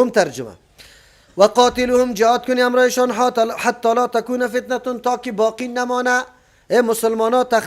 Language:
Persian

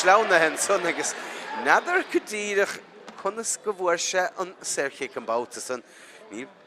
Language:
Irish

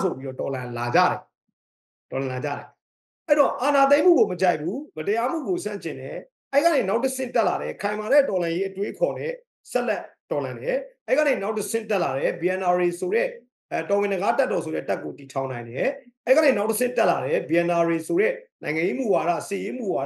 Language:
Burmese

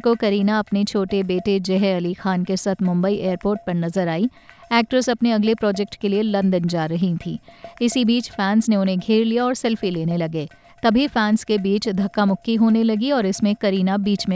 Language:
Hindi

